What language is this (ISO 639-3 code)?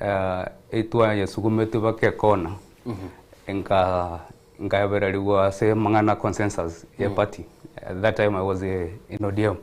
guz